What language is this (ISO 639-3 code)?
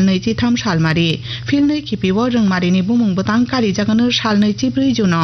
trp